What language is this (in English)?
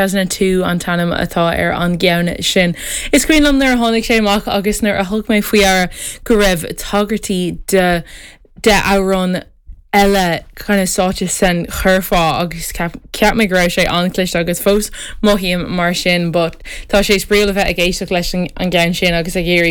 Irish